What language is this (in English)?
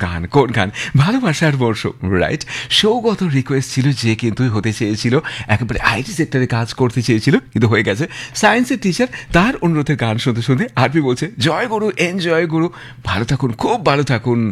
Bangla